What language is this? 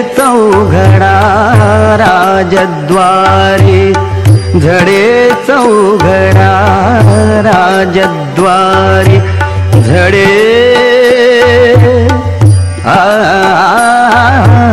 Marathi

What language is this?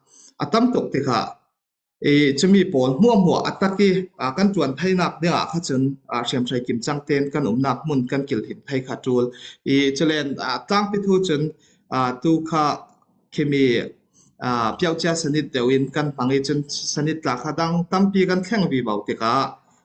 Falam Chin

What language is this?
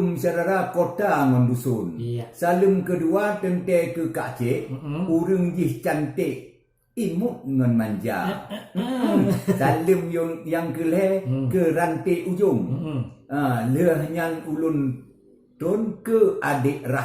Achinese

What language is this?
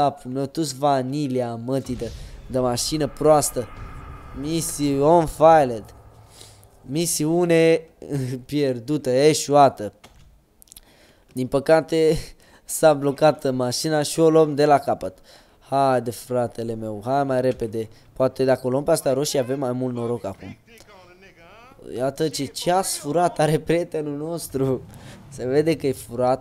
Romanian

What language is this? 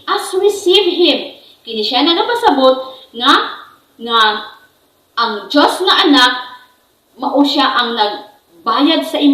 Cebuano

